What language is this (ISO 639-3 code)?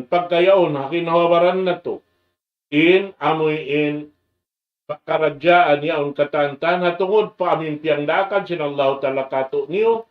tsg